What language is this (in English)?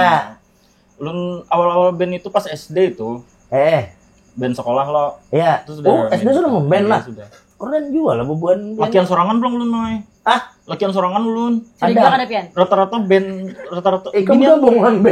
Banjar